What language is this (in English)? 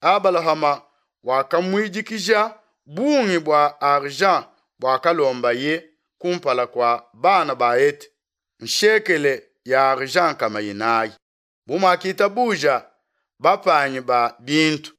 Luba-Lulua